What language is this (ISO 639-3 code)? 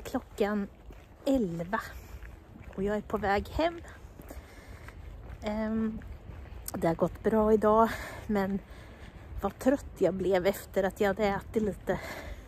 swe